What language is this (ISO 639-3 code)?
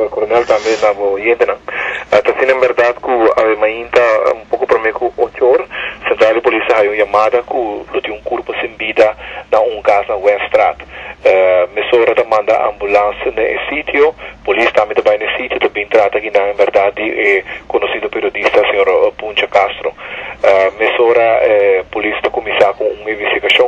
pap